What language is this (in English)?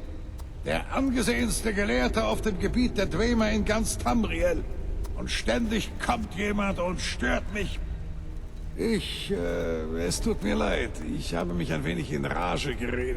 Bavarian